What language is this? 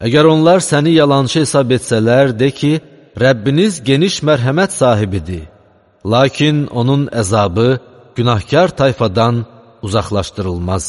Azerbaijani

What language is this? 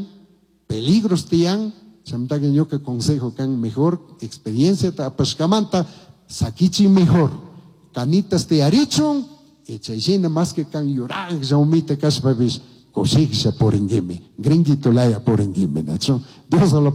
Chimborazo Highland Quichua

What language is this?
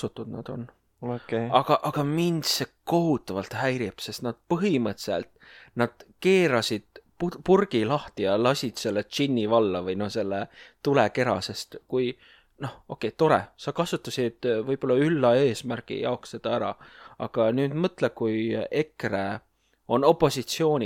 Estonian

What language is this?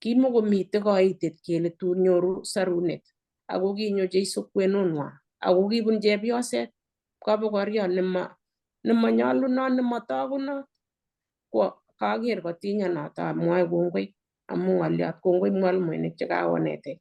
Kalenjin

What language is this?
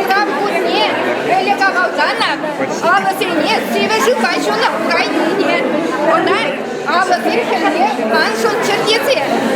Chuvash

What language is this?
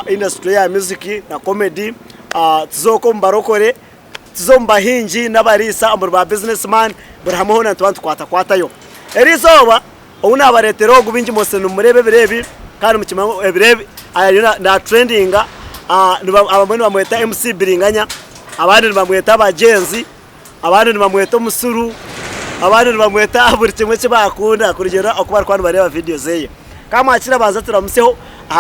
Nyankole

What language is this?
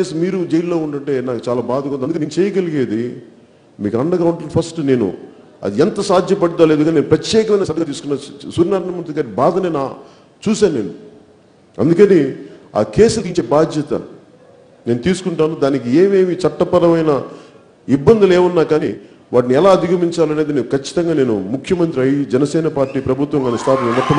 Telugu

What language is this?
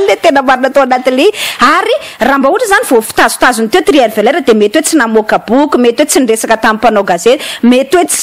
Malagasy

